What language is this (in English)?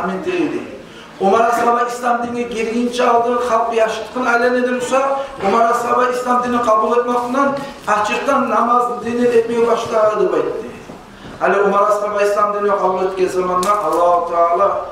Kumyk